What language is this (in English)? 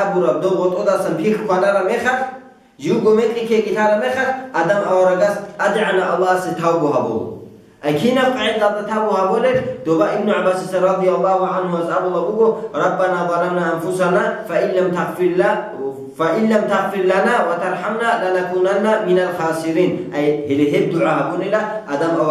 Avaric